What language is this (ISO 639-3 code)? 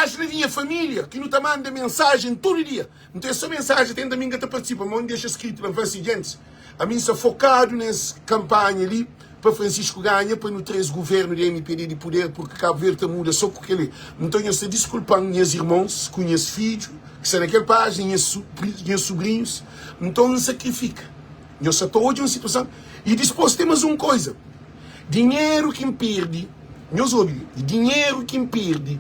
kea